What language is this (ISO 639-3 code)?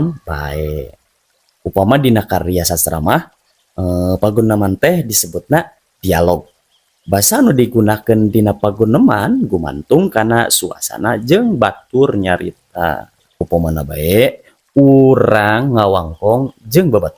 sun